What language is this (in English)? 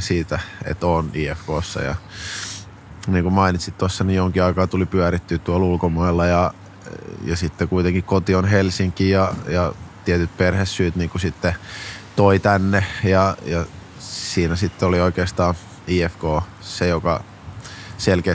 Finnish